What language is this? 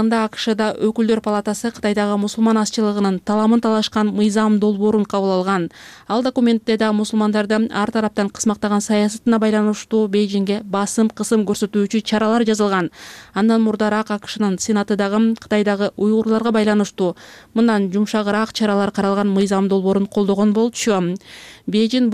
Kyrgyz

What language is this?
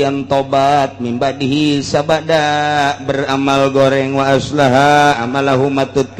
Sundanese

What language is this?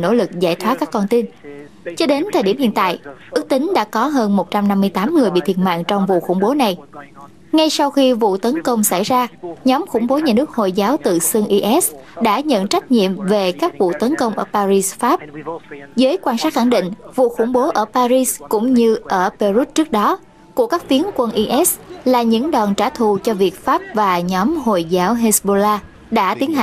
Vietnamese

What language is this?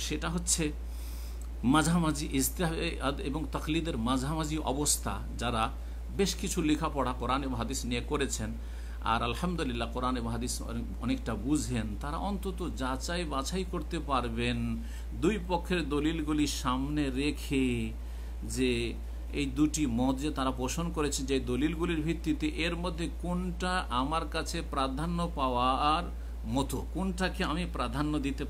Bangla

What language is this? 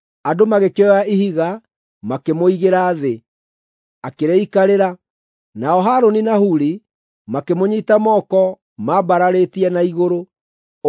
Kikuyu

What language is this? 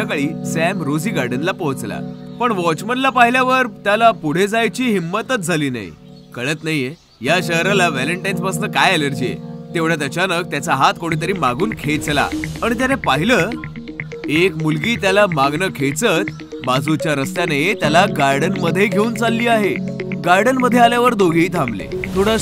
Marathi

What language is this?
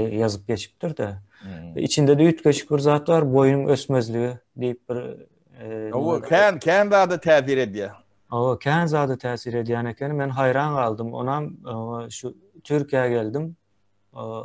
Turkmen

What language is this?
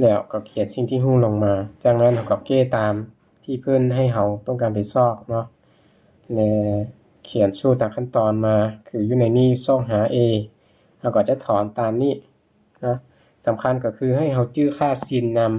Lao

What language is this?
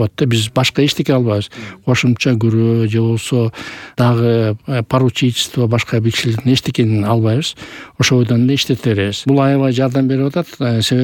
Kyrgyz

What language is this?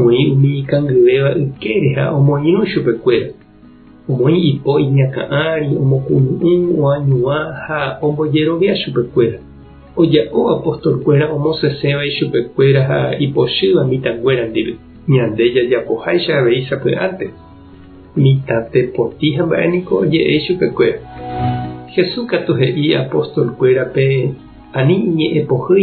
Guarani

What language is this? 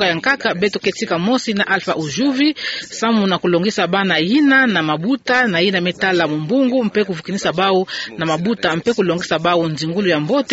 Kituba (Democratic Republic of Congo)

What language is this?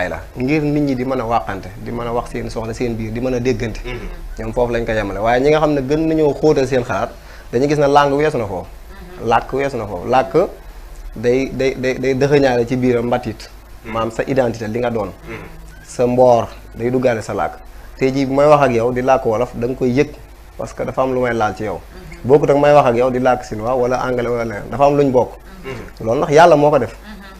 Wolof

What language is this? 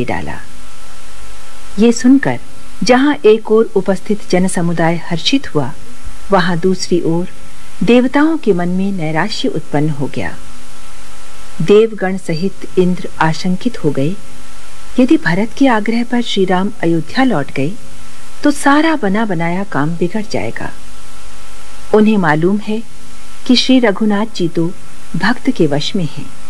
Hindi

